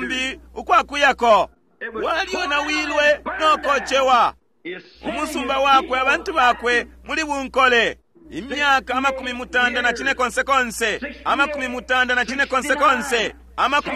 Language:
Bemba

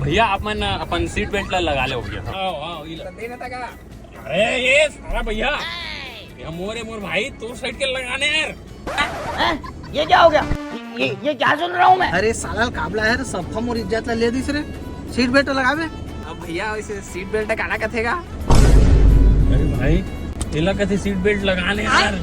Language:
Chhattisgarhi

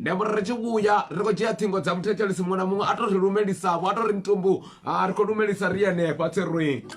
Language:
Venda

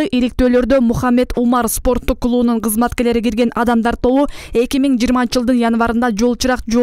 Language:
Kyrgyz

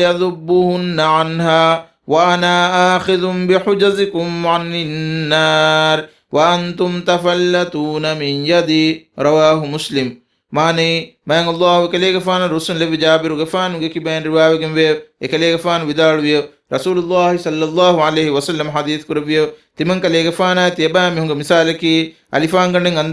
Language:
Divehi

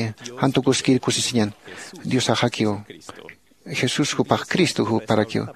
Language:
Aymara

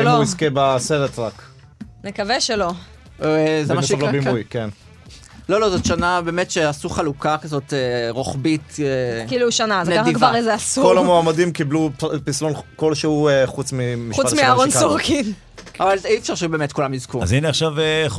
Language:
Hebrew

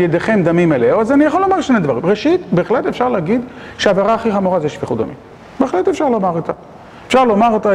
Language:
Hebrew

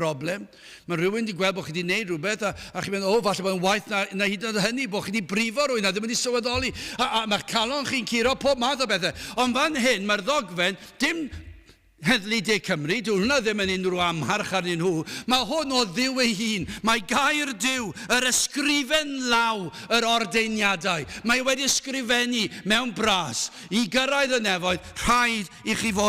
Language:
Welsh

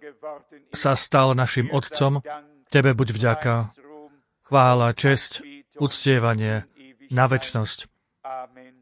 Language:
Slovak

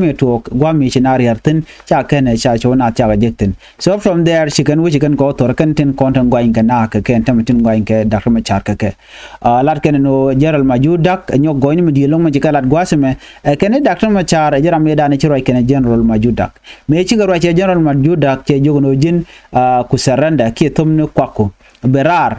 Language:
Nuer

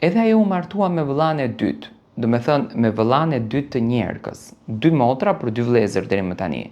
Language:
Albanian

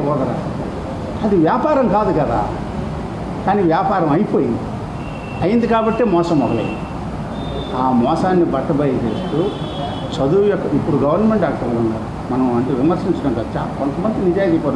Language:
Telugu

